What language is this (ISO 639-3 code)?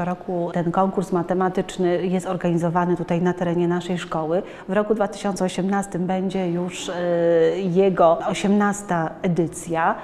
pol